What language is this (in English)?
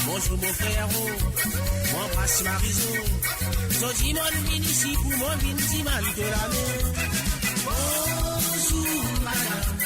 Morisyen